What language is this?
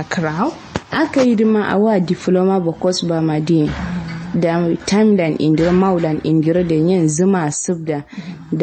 Kanuri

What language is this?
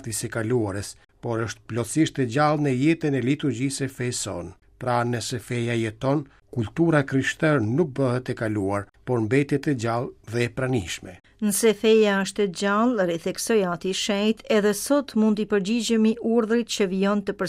Albanian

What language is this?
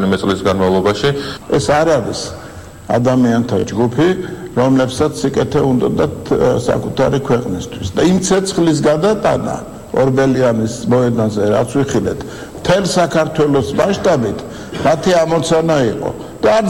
Georgian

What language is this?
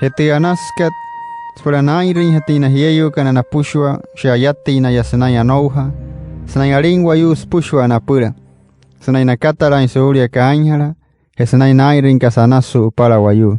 Wayuu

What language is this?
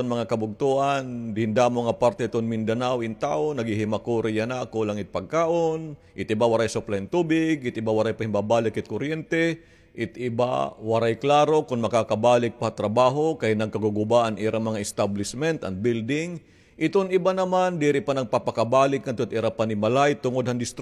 Waray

